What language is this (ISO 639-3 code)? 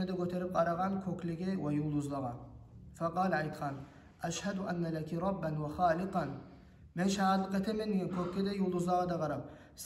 kum